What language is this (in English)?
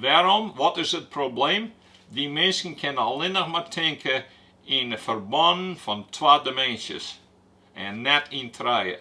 Western Frisian